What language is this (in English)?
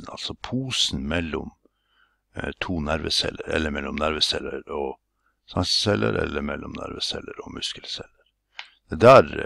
Norwegian